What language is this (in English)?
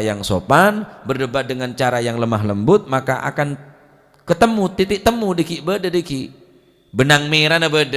Madurese